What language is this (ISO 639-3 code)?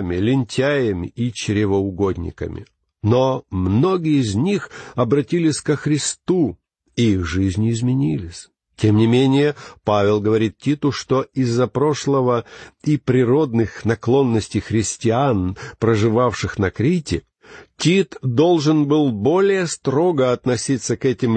rus